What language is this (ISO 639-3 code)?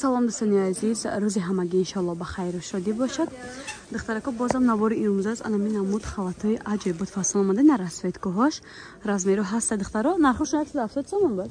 tgk